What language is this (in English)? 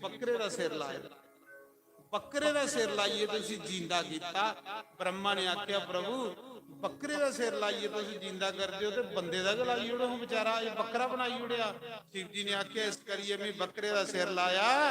Dogri